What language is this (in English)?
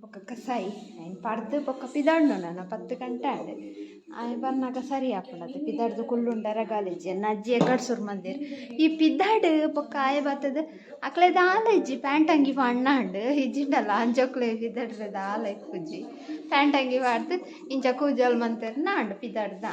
Tulu